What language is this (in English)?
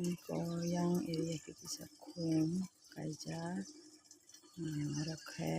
Kok Borok